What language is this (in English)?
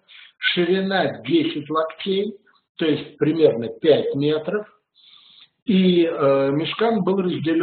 Russian